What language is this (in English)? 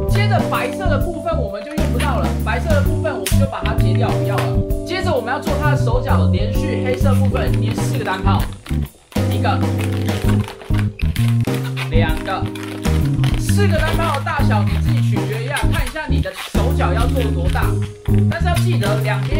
Chinese